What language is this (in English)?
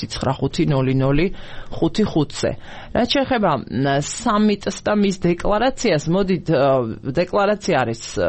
Georgian